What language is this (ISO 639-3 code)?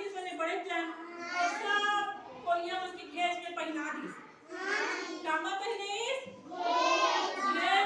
hne